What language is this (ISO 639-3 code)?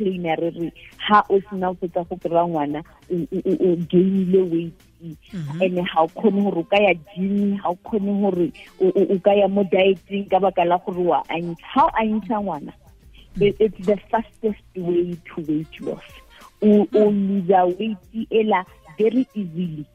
tsn